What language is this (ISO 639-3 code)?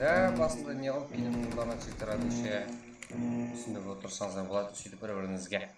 kaa